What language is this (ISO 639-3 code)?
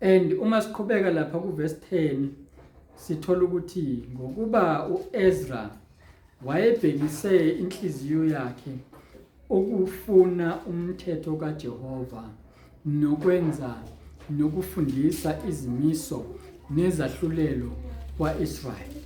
zul